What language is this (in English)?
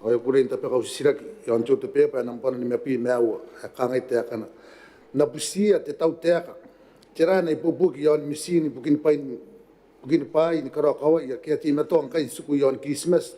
Gilbertese